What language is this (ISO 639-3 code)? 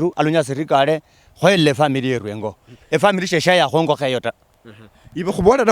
luy